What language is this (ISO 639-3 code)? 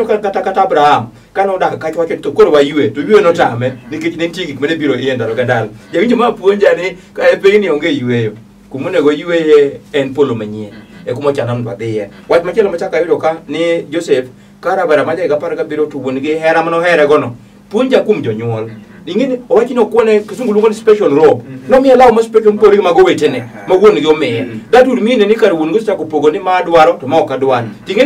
luo